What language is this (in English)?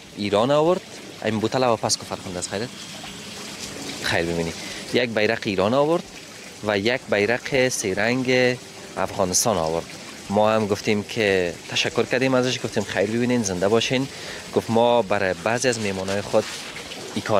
Persian